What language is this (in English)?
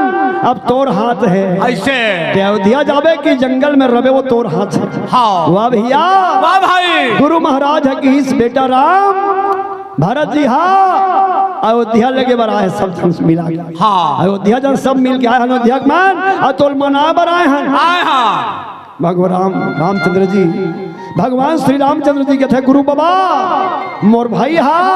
Chhattisgarhi